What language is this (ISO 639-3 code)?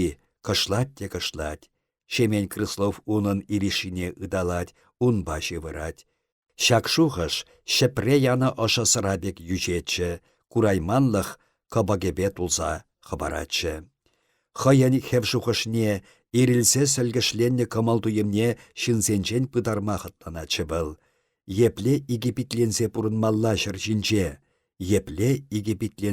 chv